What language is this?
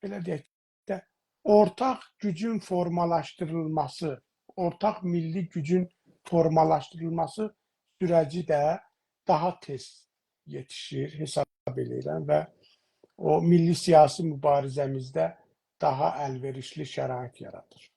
South Azerbaijani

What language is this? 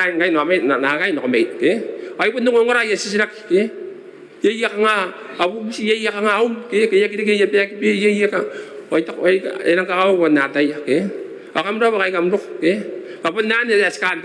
Gilbertese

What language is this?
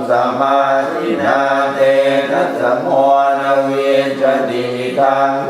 Pali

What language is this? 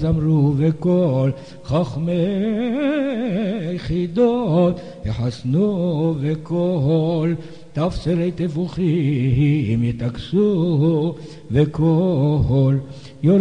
Hebrew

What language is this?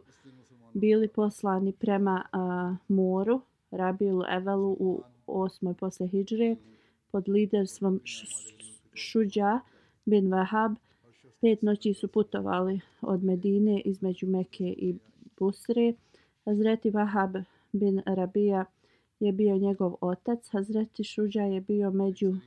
Bosnian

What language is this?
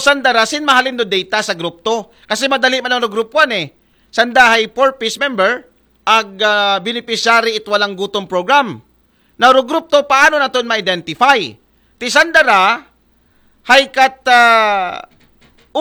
Aklanon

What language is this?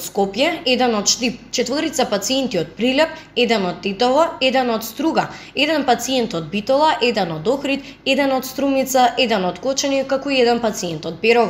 Macedonian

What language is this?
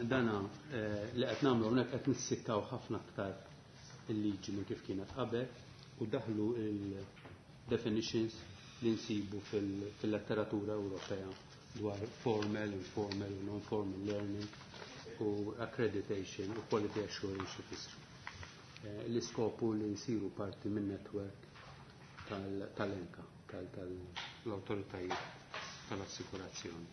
Maltese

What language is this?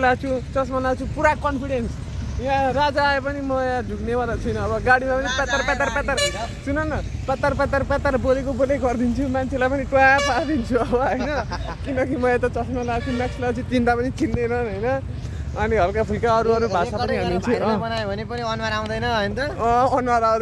Nepali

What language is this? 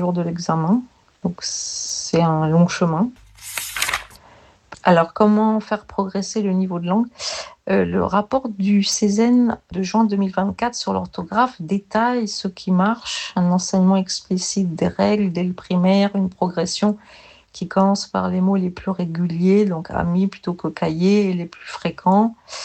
French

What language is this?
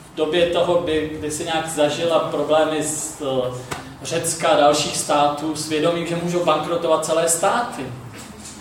Czech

